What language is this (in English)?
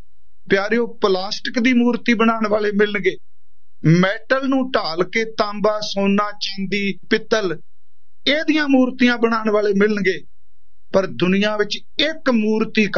Punjabi